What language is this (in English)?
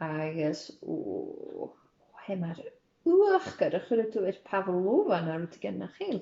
Scottish Gaelic